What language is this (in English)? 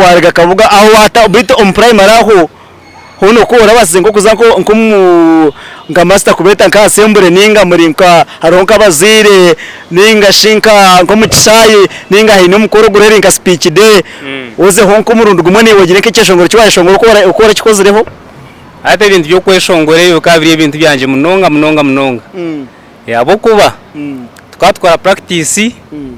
Nyankole